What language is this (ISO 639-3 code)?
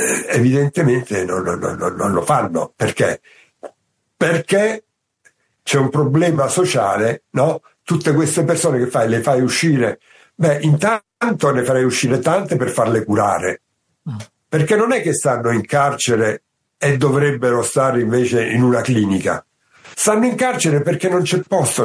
ita